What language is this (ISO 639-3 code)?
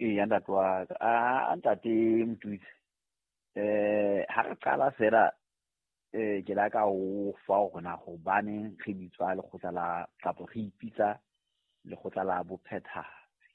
sot